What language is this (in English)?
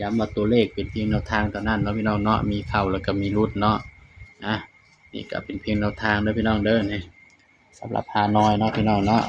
Northeastern Thai